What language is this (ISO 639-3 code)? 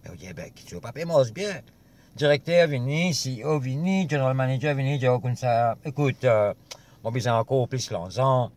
mfe